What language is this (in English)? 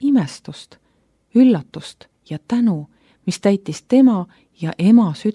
Estonian